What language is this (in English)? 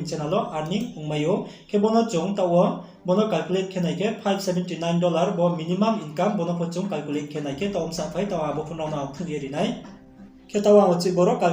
Riang (India)